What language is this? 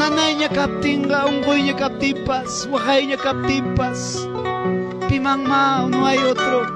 Ayacucho Quechua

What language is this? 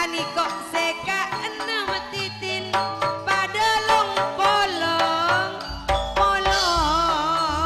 Madurese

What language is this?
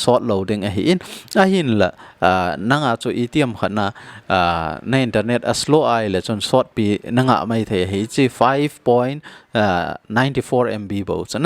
Thado Chin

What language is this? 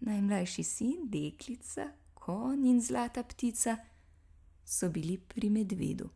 Slovenian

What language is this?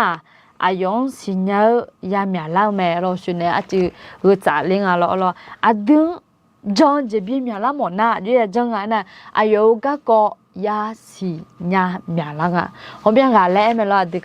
Akha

